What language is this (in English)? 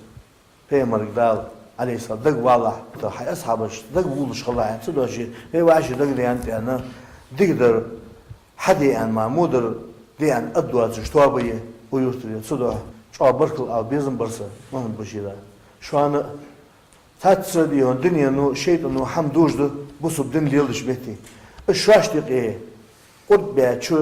Ingush